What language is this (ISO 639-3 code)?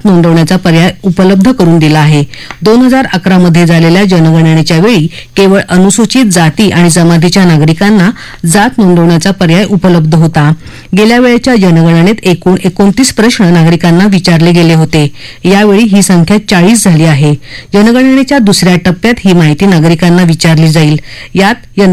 mar